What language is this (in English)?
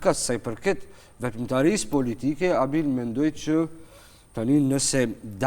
Albanian